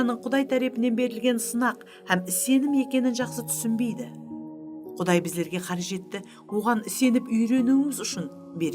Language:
Kara-Kalpak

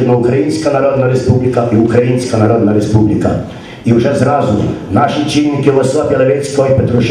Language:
Ukrainian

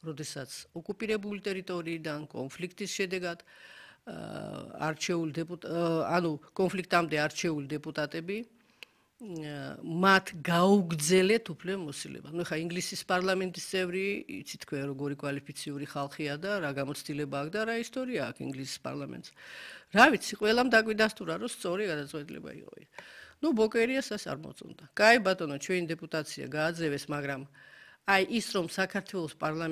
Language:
Georgian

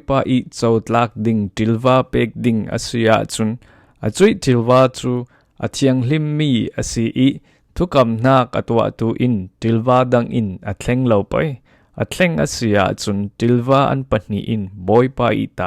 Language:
Falam Chin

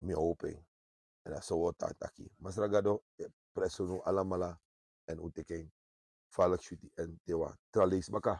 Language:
Sranan Tongo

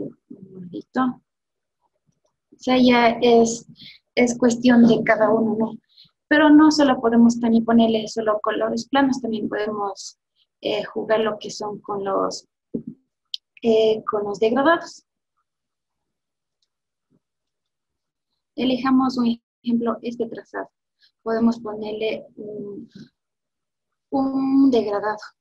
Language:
Spanish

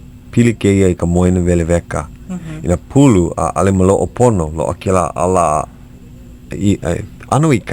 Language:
Hawaiian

